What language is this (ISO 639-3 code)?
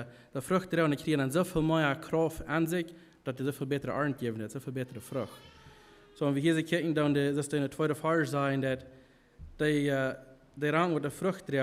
pdt